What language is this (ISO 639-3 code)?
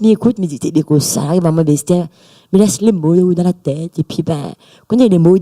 rcf